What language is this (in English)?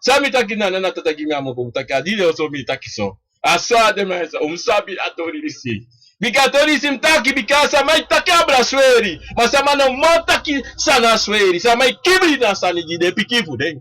Sranan Tongo